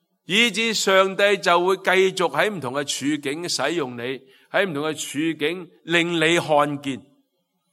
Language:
Cantonese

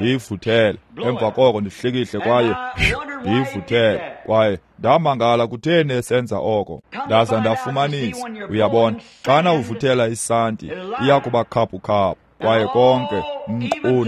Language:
Xhosa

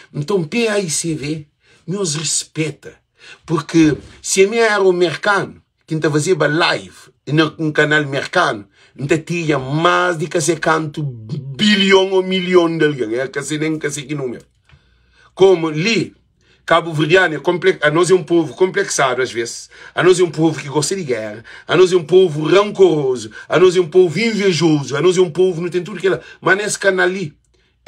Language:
Kabuverdianu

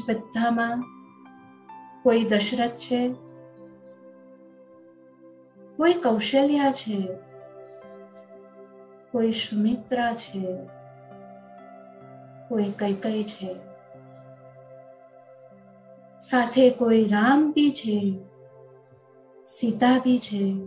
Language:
Gujarati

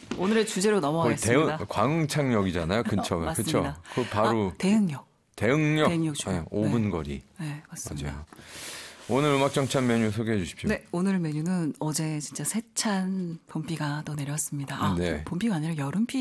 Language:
Korean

